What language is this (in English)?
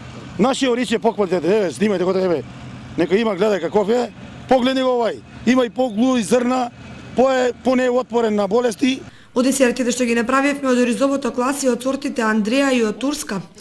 Macedonian